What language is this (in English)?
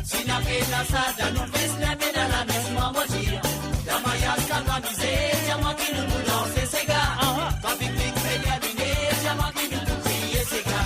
Morisyen